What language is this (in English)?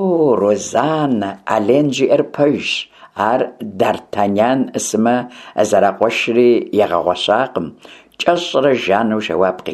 Kabardian